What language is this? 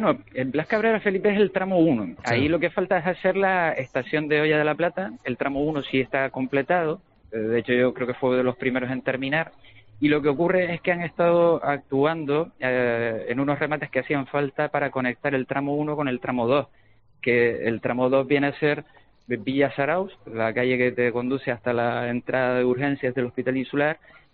Spanish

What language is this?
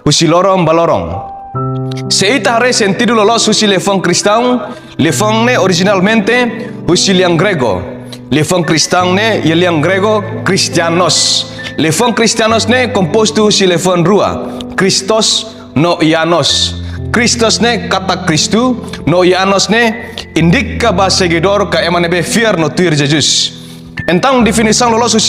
Tetum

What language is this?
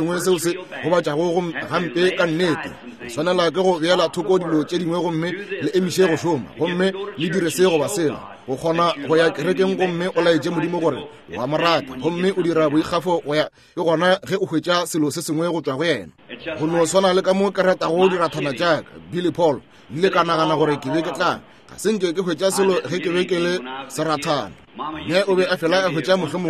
Northern Sotho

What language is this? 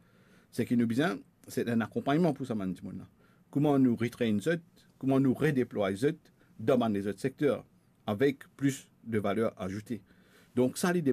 Morisyen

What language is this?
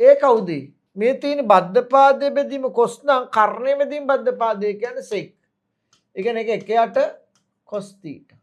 Sinhala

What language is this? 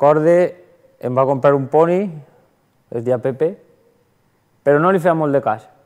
Catalan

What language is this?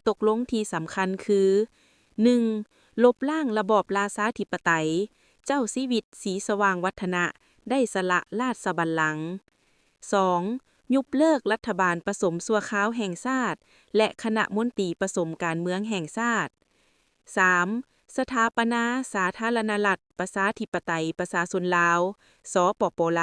Lao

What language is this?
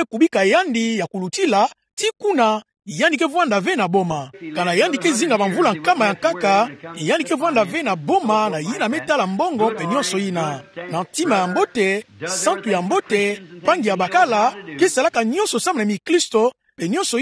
Kituba (Democratic Republic of Congo)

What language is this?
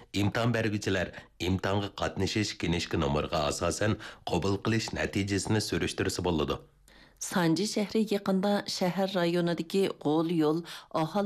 Uyghur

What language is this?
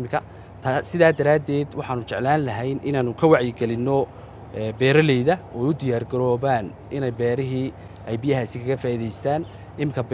Somali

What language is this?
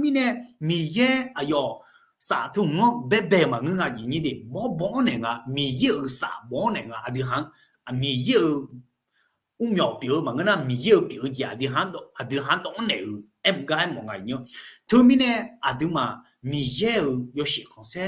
Akha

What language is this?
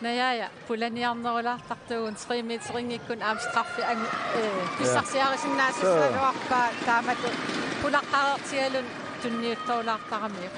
Kalaallisut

